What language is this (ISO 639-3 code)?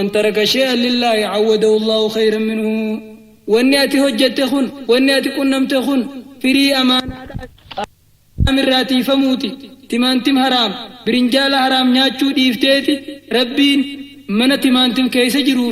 orm